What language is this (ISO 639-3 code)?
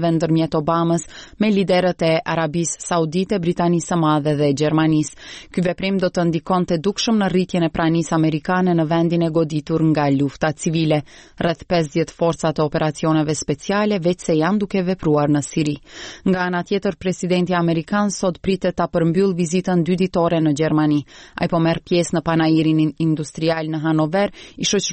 sqi